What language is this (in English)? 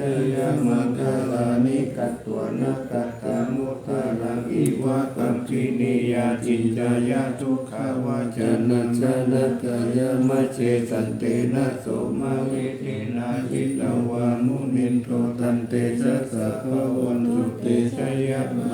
Pali